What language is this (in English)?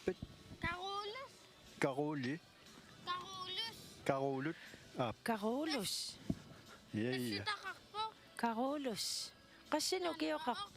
Kalaallisut